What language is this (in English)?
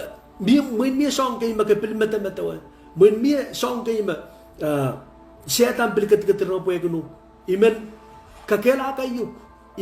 Pohnpeian